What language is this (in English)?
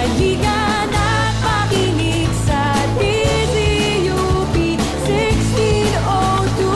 Filipino